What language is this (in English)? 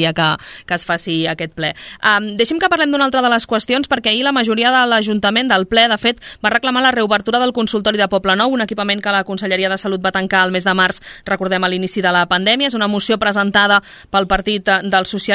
Catalan